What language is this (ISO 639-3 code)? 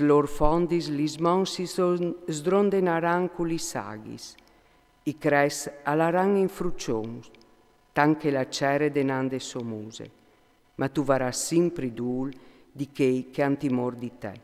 fur